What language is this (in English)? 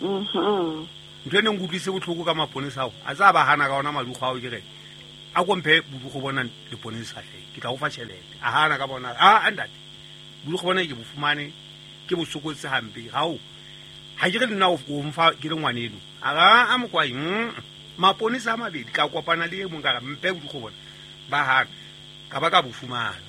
Southern Sotho